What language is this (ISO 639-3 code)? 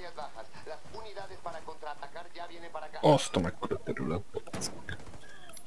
hun